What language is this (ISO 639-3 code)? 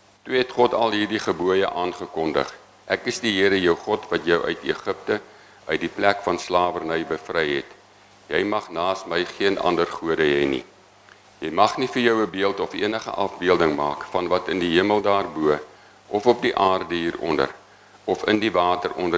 afr